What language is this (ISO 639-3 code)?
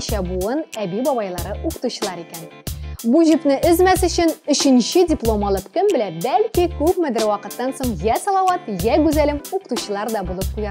tat